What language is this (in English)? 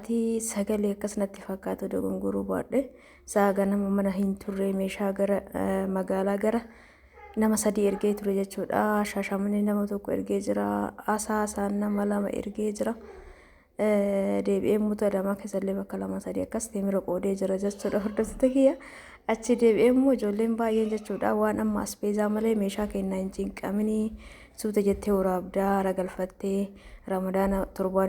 Oromo